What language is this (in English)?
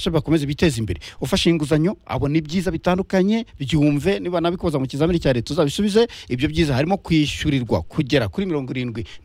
Kinyarwanda